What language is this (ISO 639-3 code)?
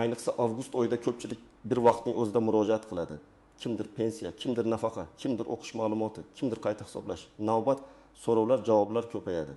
uzb